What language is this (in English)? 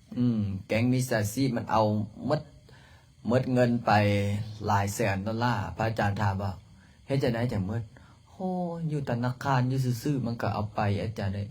Lao